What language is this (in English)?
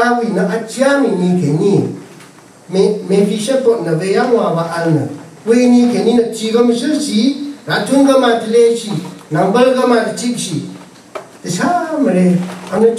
Rawang